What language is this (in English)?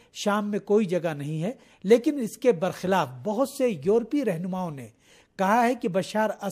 Urdu